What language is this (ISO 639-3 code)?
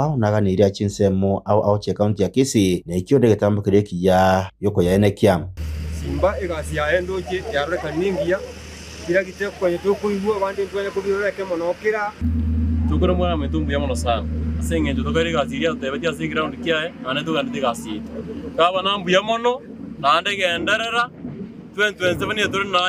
guz